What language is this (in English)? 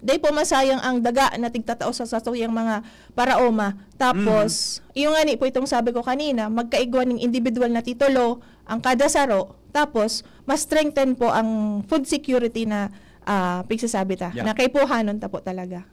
Bikol